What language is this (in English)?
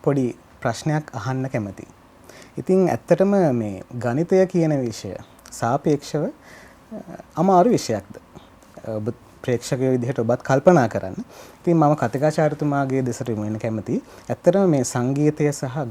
Sinhala